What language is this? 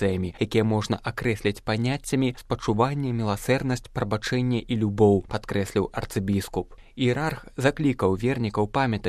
Belarusian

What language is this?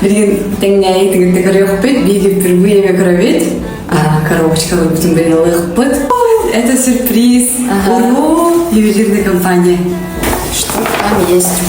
Yakut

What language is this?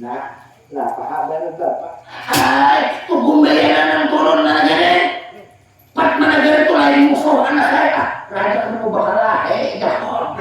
Banjar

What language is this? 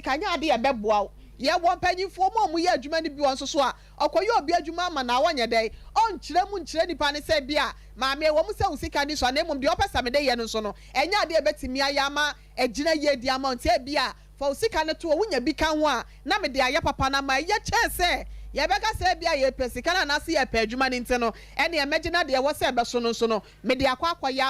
Akan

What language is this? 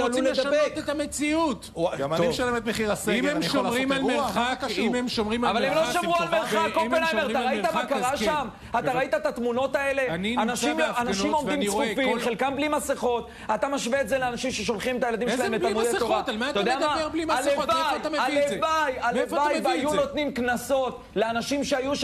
Hebrew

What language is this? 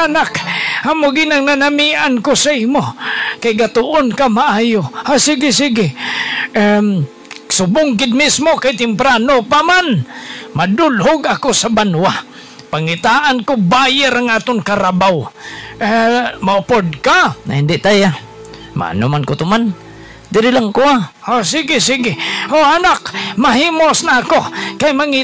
Hiligaynon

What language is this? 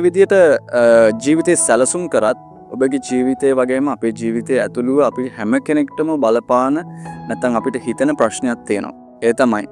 Sinhala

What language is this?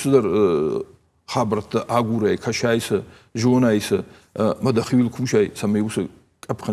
Ossetic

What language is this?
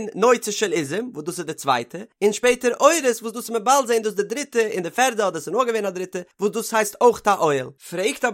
Yiddish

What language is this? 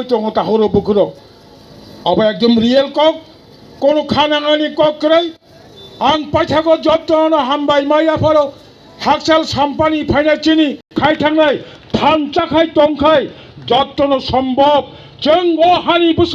Kok Borok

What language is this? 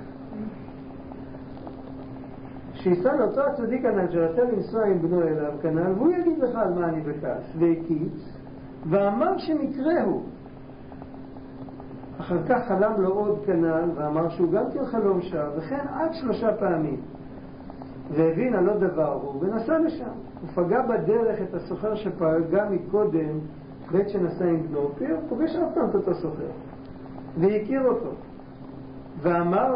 Hebrew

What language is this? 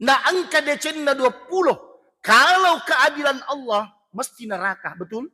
Buginese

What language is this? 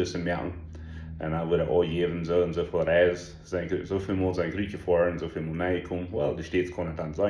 Plautdietsch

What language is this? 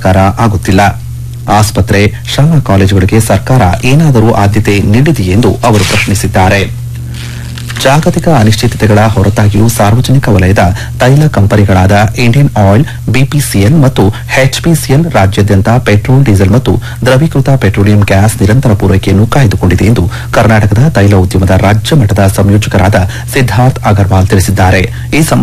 Kannada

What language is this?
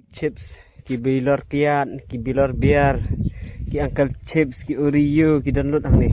Khasi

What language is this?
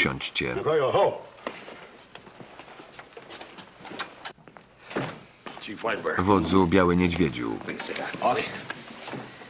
Polish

